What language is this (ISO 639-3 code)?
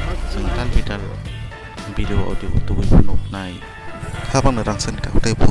trp